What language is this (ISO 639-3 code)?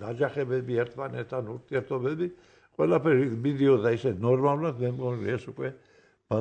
kat